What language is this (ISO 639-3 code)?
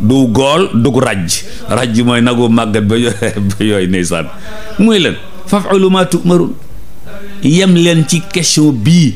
wol